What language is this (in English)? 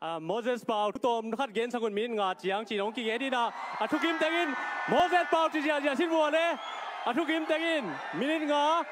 Tedim Chin